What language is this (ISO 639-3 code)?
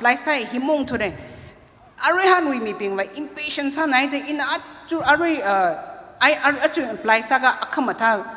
nmf